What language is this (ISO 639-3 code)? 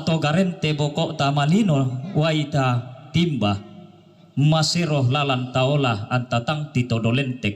sda